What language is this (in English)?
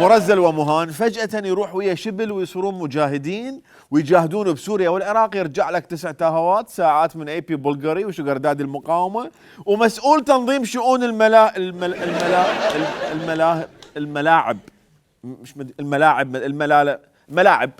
Mesopotamian Arabic